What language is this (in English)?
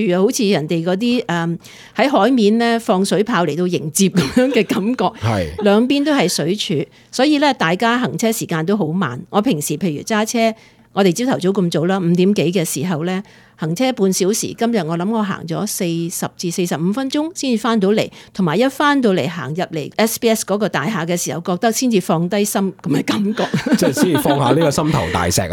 Cantonese